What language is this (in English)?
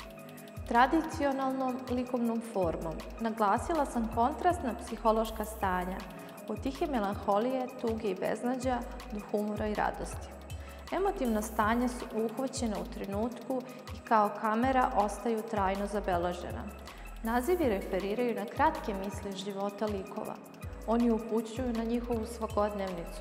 Serbian